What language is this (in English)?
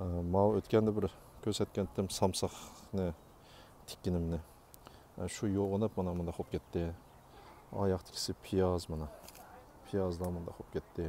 Uyghur